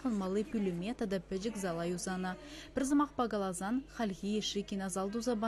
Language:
Chuvash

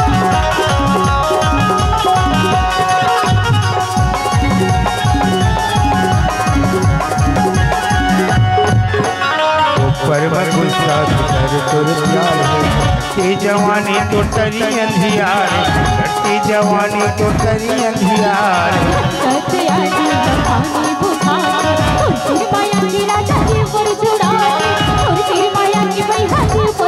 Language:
Chhattisgarhi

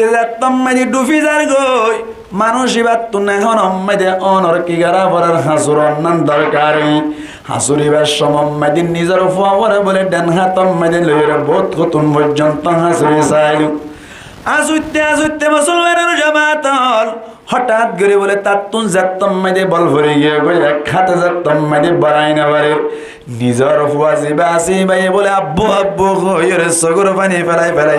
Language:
Rohingya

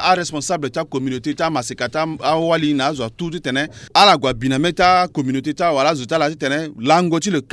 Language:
Sango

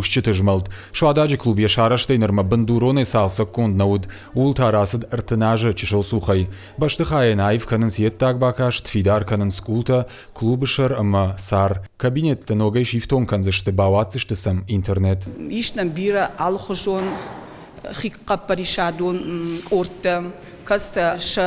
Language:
Ossetic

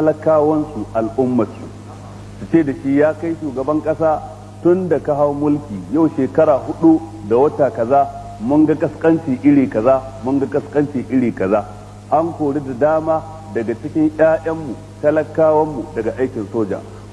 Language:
Hausa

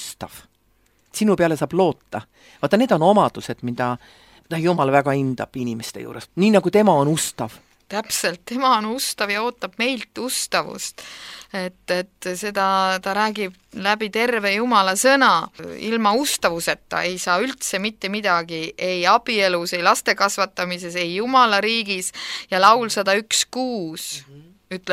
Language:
Estonian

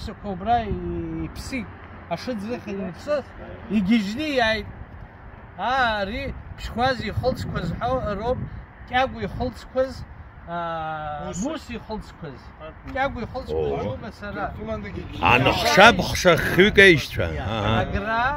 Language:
Abkhazian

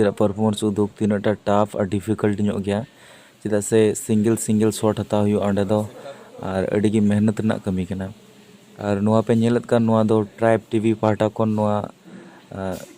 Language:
Santali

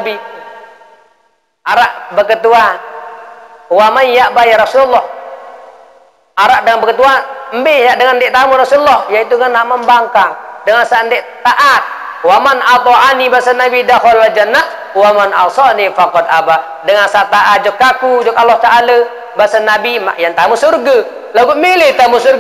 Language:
Sasak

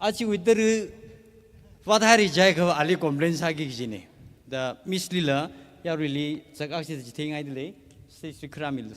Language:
Tangkhul Naga (India)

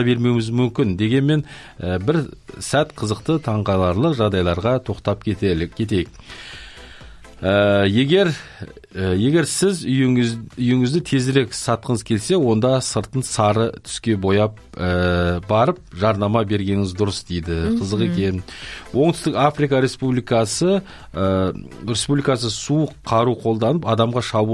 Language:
Kazakh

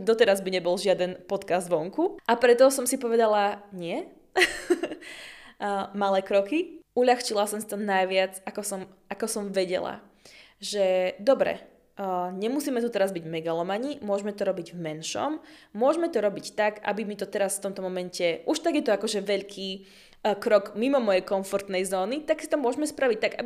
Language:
Slovak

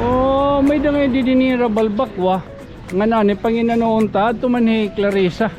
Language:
Waray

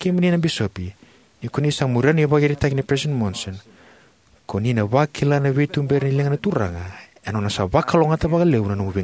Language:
Fijian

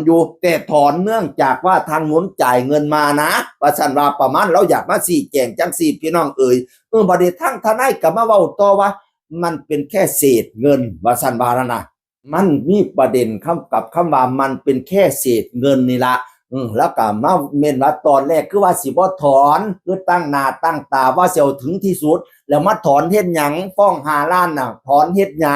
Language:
Northeastern Thai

